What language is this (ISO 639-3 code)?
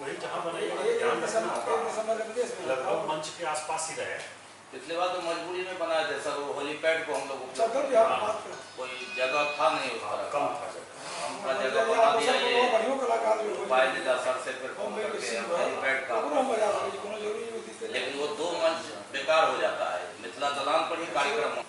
mai